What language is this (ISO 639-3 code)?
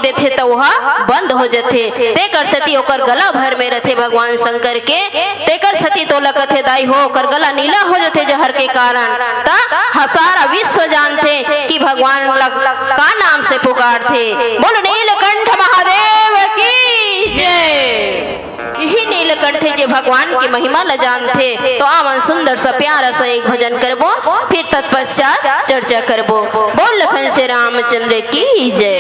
hne